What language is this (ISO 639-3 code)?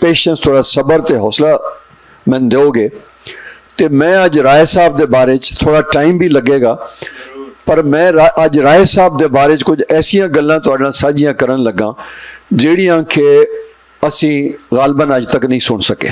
lah